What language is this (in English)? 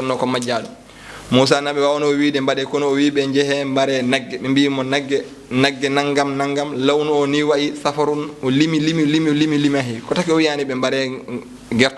Fula